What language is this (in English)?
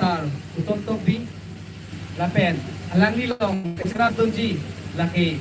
Karbi